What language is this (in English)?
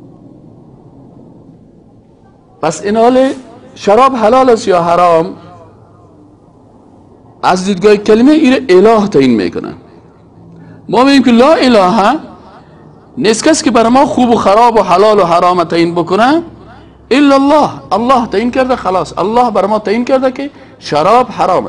Persian